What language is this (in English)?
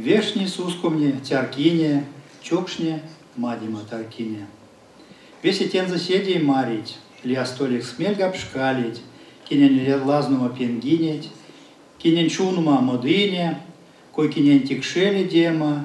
Erzya